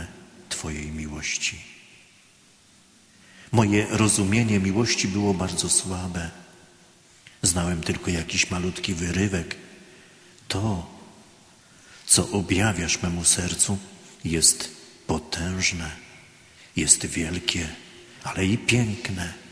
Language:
Polish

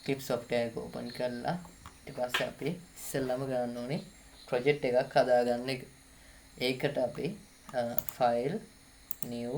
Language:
Sinhala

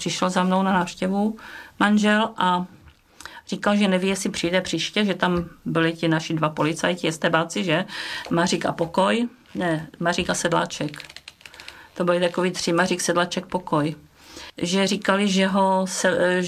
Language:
Czech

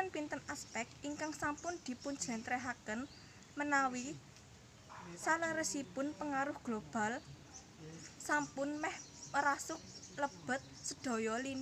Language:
Javanese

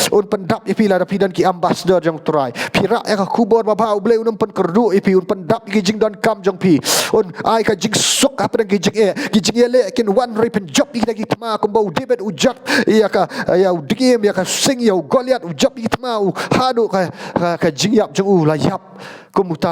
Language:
Khasi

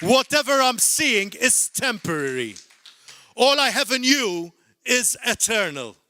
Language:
English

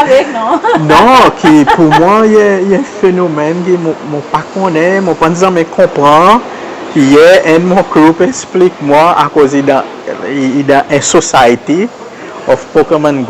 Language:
Seselwa Creole French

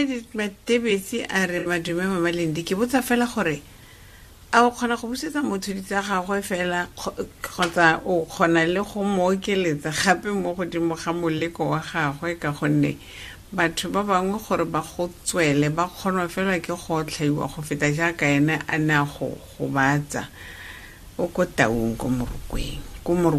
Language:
Tswana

